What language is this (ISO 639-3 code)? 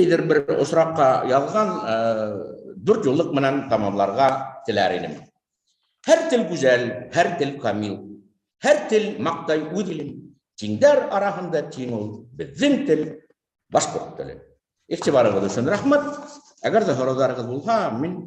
bak